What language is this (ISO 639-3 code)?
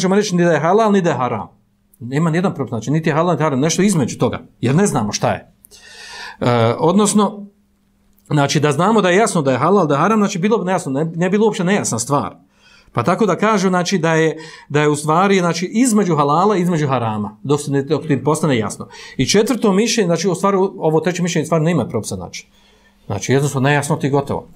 bos